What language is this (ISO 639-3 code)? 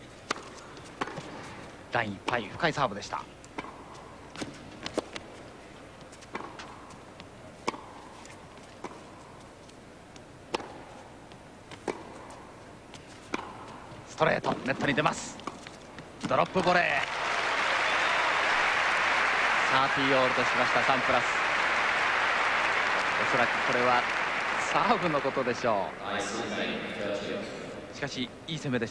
jpn